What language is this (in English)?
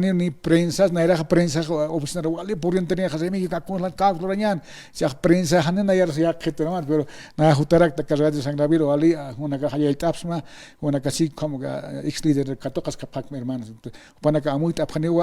Aymara